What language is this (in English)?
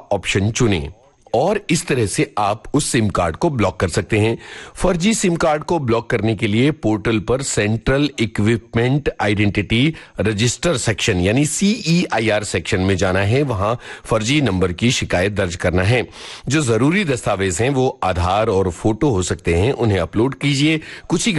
Hindi